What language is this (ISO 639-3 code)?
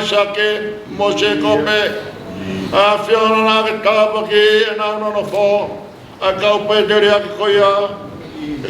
ton